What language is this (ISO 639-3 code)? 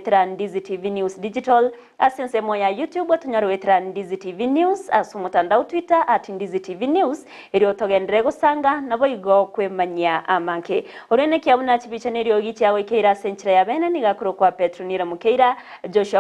guz